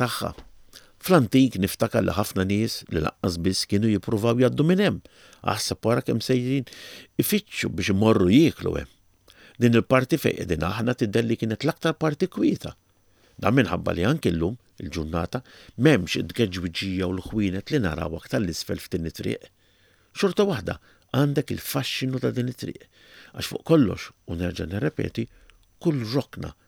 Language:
Maltese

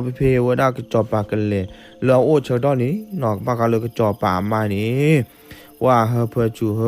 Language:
S'gaw Karen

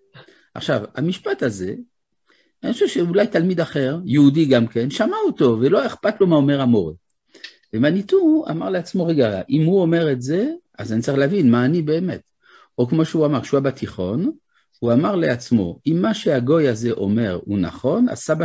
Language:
Hebrew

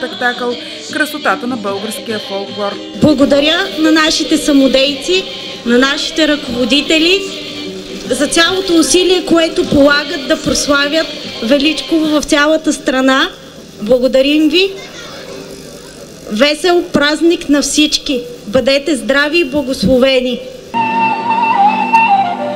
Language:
Bulgarian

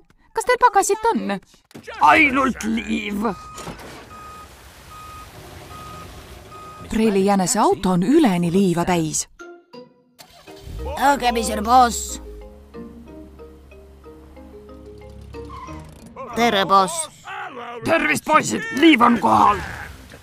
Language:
Estonian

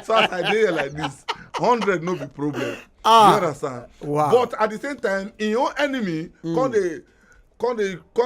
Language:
Nigerian Pidgin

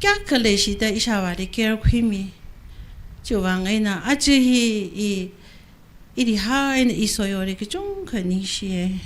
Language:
Tangkhul Naga (India)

